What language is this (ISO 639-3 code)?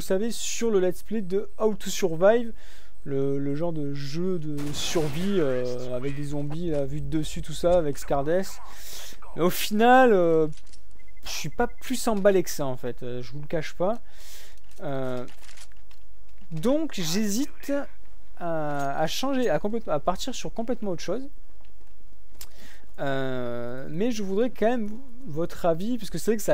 fra